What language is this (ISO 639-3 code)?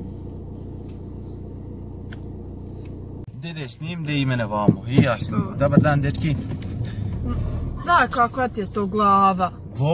hrv